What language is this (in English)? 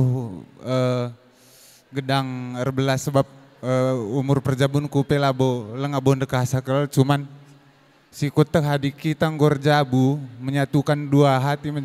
Batak Karo